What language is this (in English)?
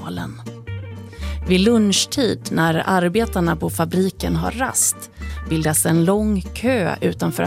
Swedish